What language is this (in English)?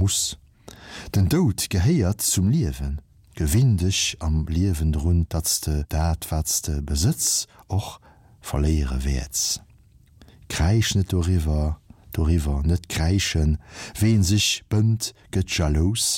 Luxembourgish